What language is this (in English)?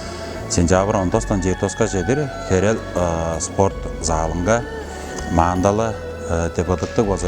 Tuvinian